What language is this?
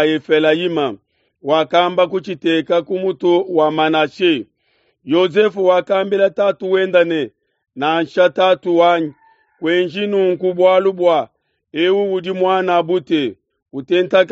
Luba-Lulua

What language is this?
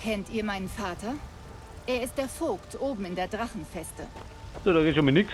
Bavarian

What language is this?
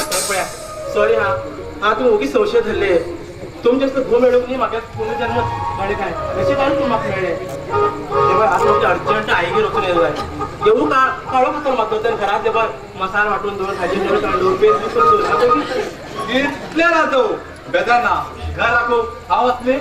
Konkani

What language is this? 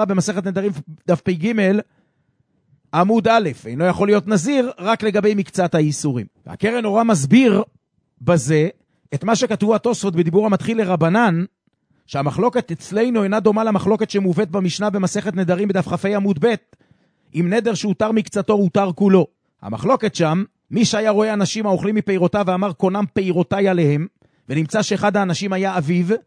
Hebrew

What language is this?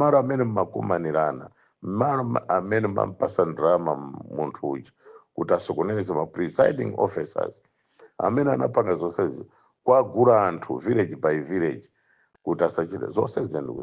Nyanja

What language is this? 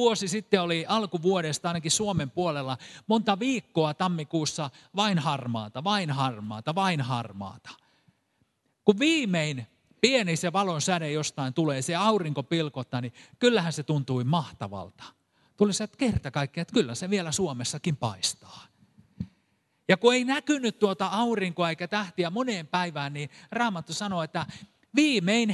Finnish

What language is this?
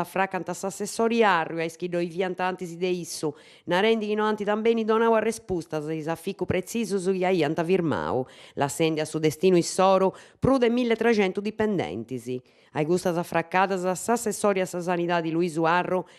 Sardinian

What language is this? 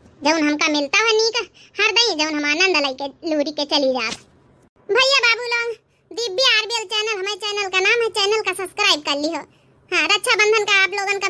Awadhi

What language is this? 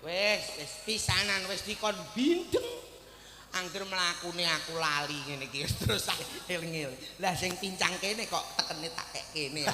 Javanese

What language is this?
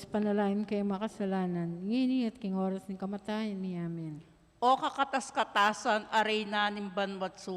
Pampanga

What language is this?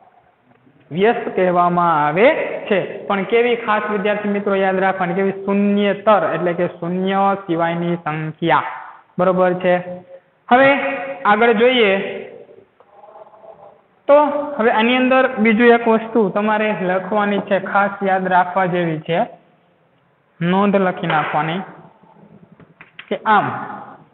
Gujarati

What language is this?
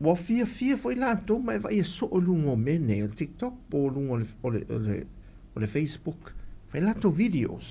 Samoan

